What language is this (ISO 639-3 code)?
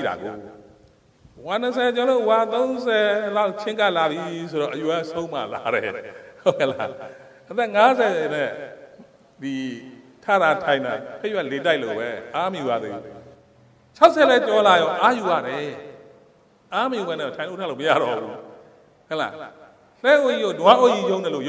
mya